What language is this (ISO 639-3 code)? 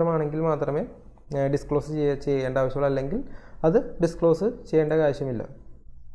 mal